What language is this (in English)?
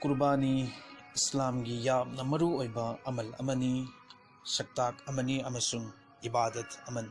Manipuri